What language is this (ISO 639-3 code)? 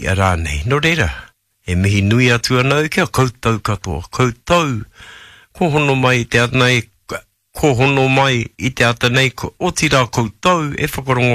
mri